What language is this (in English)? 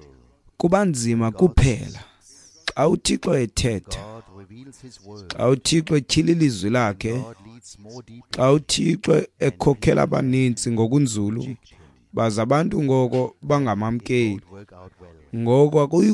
Xhosa